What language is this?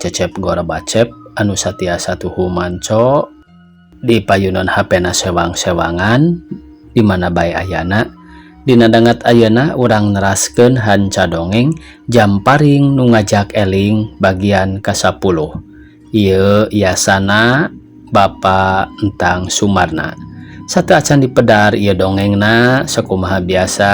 Sundanese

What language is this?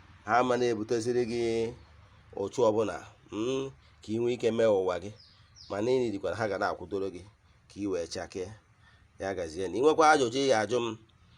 Igbo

